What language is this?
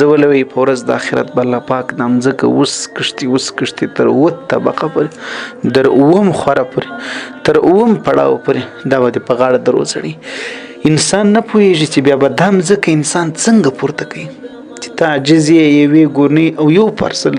Pashto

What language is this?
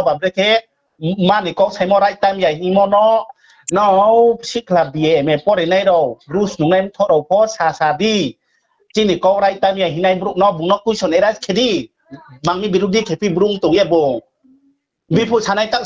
Riang (India)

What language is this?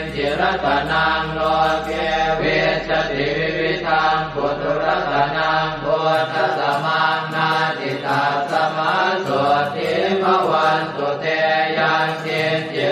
Pali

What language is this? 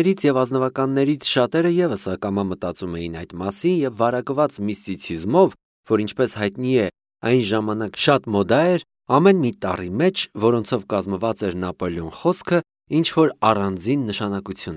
Armenian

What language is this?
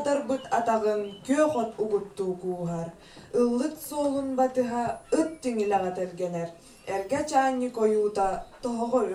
Yakut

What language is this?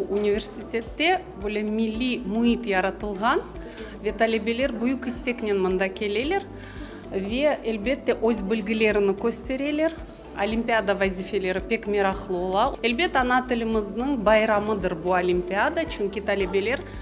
Crimean Tatar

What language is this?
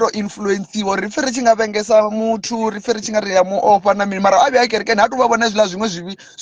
Venda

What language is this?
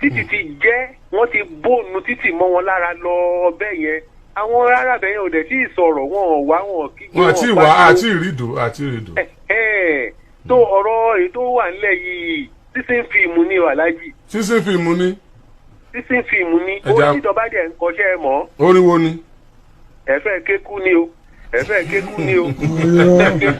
Yoruba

